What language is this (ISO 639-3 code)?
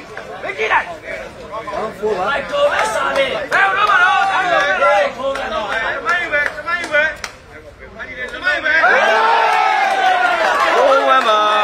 mya